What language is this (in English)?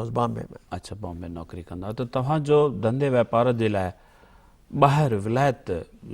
Sindhi